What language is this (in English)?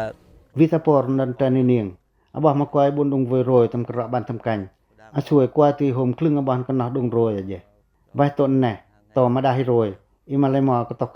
Pacoh